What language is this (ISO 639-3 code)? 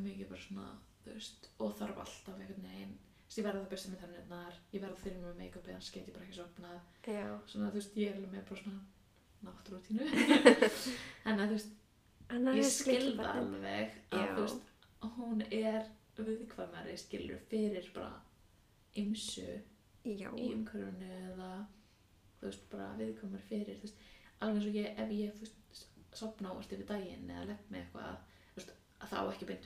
isl